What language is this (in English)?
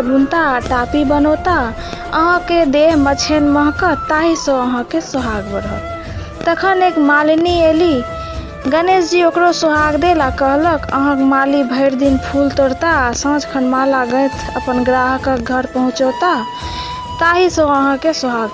Maithili